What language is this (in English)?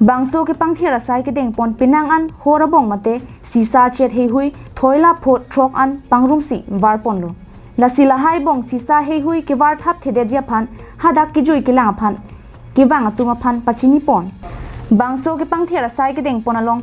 Karbi